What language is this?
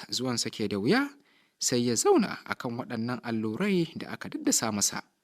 Hausa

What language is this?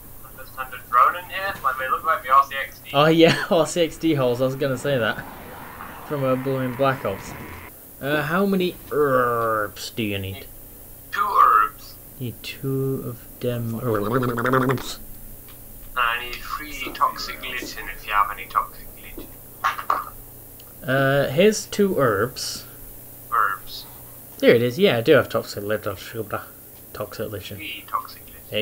English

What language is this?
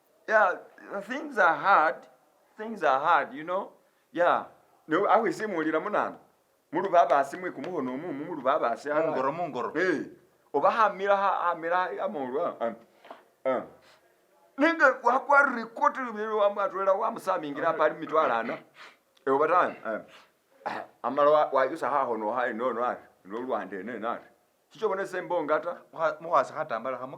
Masaaba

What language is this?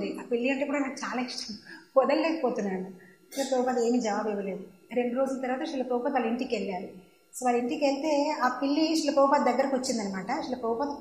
Telugu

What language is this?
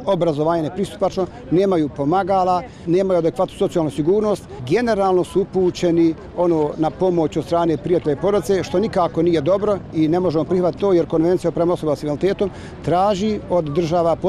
Bosnian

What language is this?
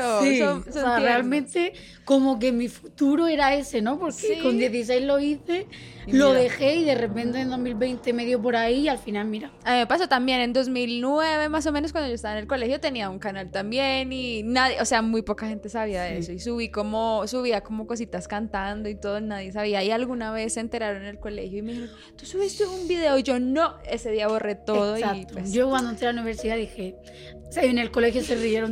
Spanish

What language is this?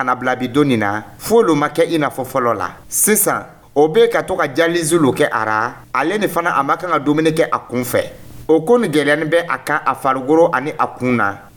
Dyula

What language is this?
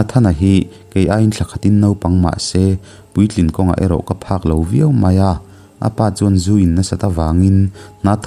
Mizo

